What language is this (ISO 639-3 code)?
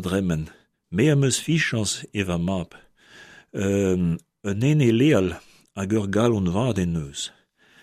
bre